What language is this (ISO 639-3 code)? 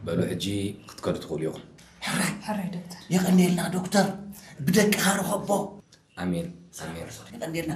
tir